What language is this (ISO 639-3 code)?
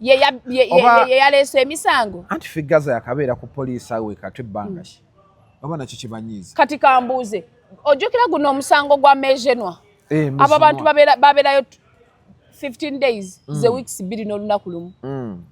lug